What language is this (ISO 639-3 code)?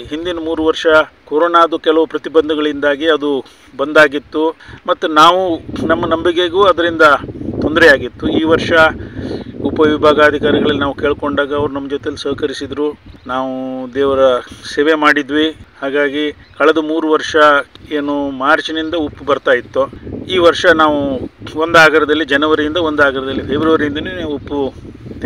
kan